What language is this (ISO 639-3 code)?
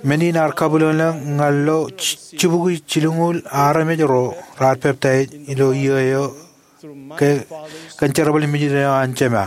mah